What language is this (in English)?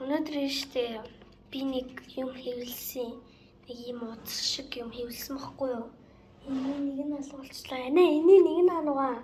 Mongolian